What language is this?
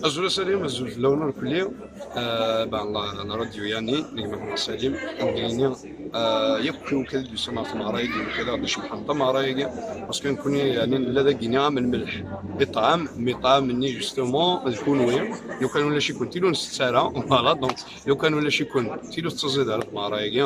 Kabyle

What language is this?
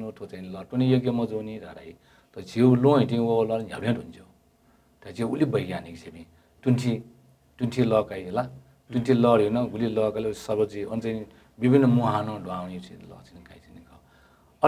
Newari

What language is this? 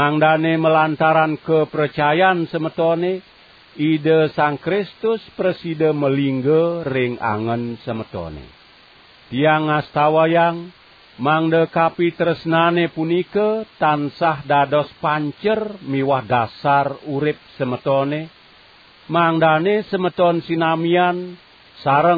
Balinese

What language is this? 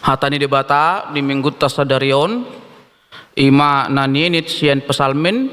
Batak Toba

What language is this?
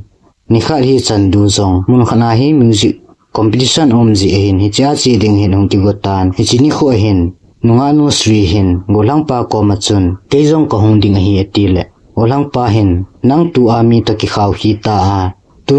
Thado Chin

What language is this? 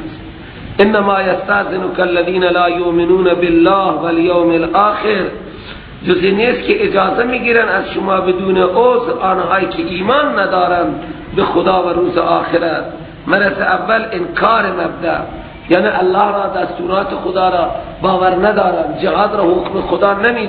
Persian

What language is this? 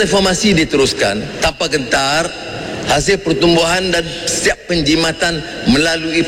Malay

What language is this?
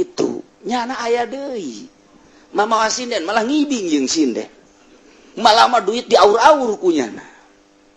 Sundanese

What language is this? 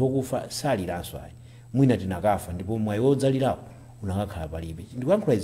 Nyanja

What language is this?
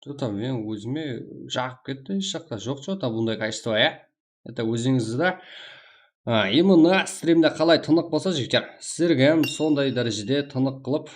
Kara-Kalpak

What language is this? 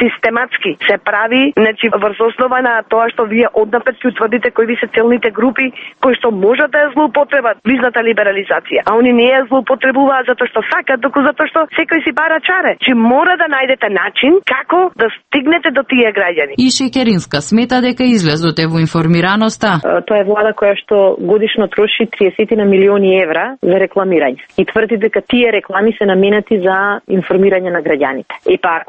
Macedonian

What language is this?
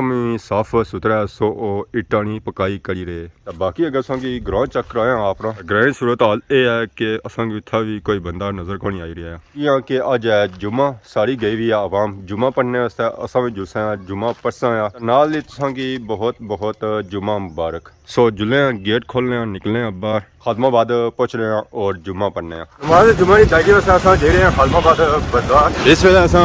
Pahari-Potwari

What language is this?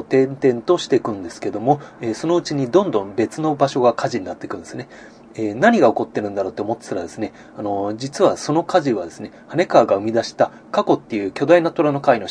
Japanese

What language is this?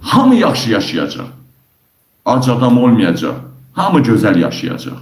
Azerbaijani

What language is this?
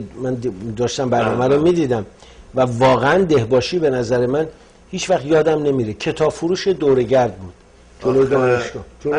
Persian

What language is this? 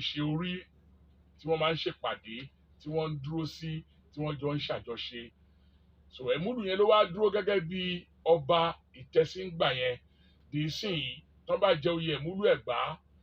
Yoruba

